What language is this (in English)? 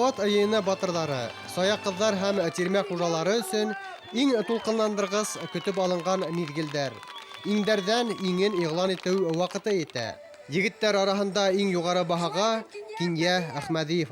Bashkir